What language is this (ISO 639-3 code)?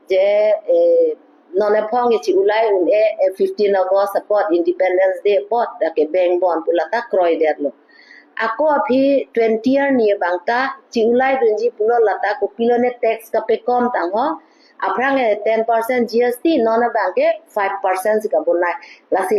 mjw